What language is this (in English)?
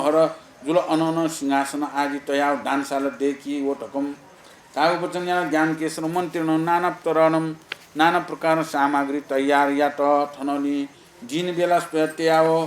Newari